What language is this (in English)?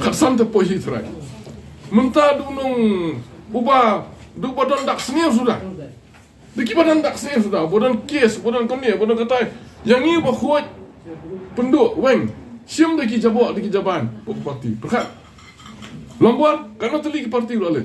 Khasi